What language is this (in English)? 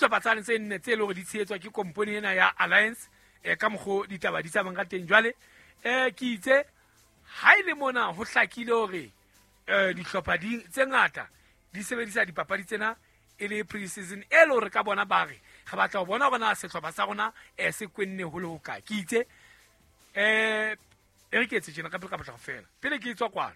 Southern Sotho